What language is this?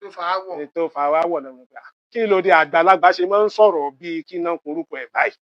Yoruba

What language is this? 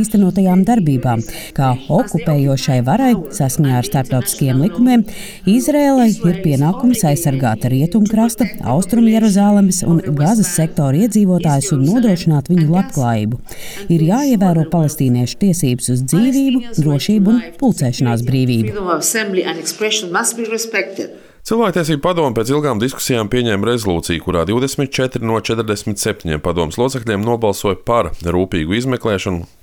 Latvian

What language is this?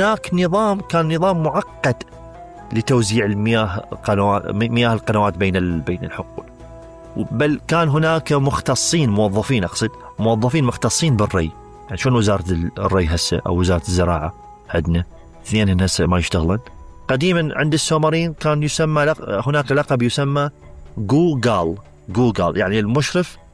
Mesopotamian Arabic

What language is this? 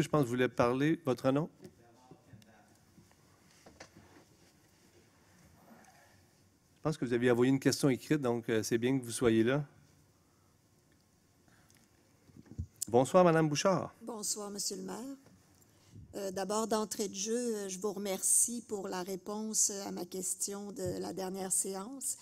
French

